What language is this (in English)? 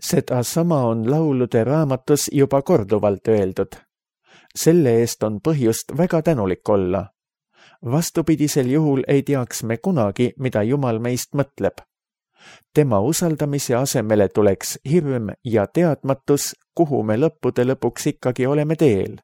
Estonian